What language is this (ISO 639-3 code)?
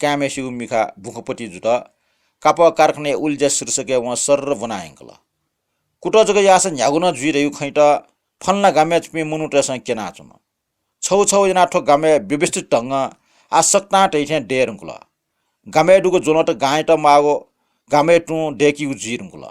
new